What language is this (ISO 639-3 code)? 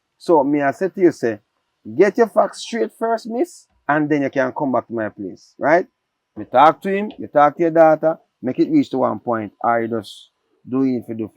jam